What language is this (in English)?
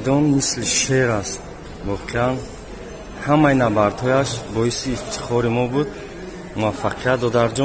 Tajik